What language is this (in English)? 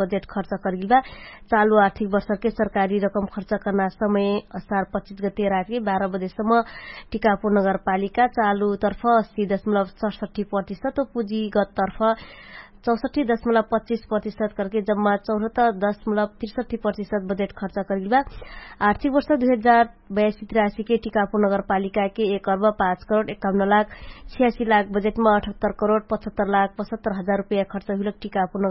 Dangaura Tharu